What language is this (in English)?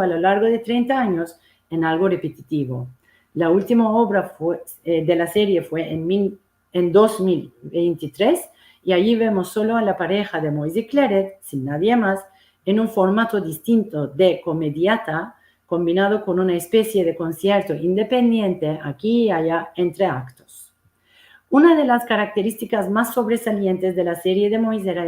Ladino